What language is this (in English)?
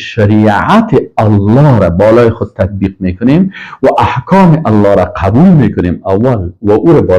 Persian